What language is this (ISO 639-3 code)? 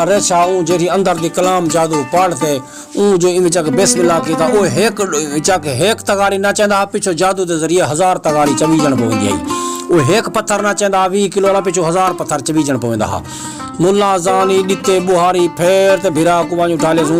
skr